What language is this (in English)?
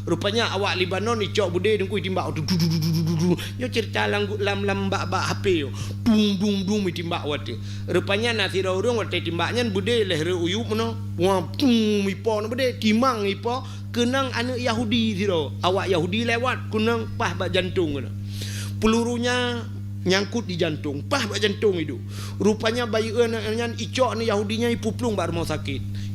Achinese